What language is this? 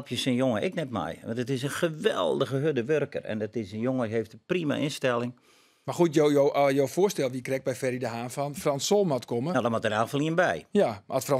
Western Frisian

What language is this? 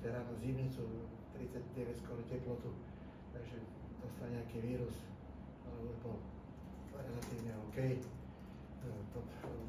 Slovak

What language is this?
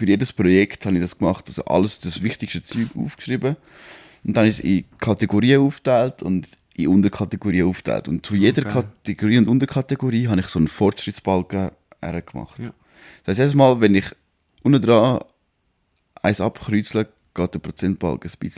Swiss German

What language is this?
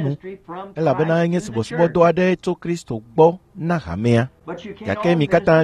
Ewe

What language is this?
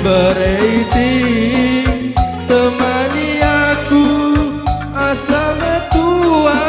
Batak Karo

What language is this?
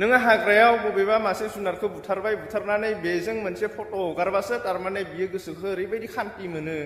Bodo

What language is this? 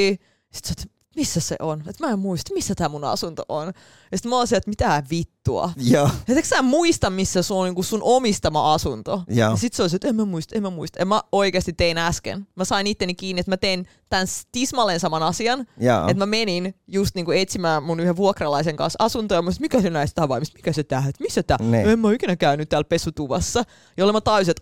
Finnish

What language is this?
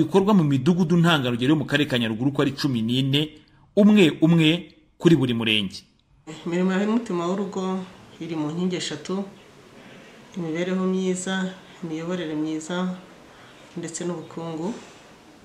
Kinyarwanda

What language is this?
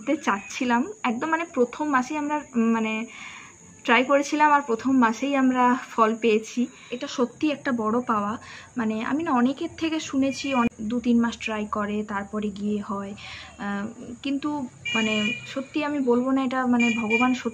Bangla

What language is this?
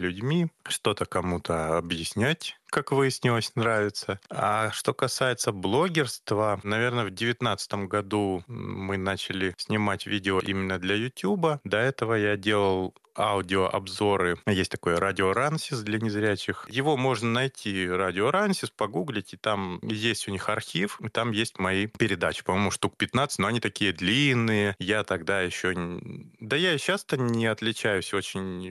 Russian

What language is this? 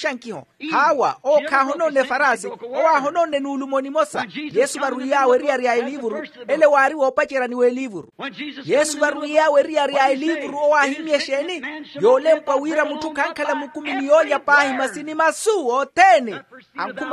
Makhuwa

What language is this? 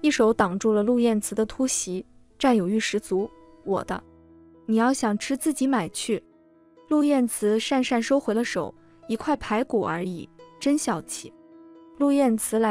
Chinese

